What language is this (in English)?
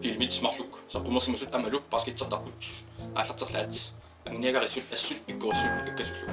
Kalaallisut